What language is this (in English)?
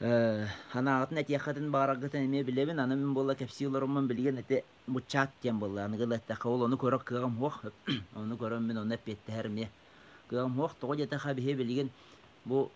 Yakut